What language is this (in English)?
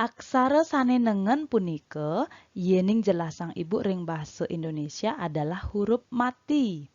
Balinese